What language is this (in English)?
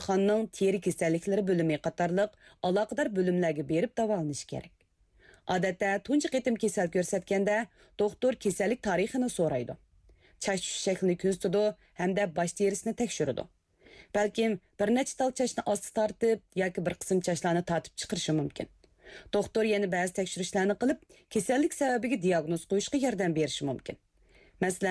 Uyghur